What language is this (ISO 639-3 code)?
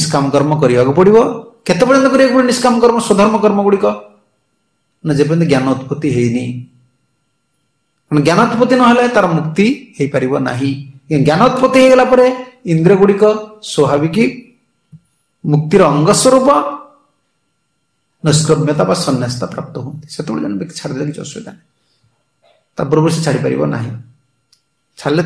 ori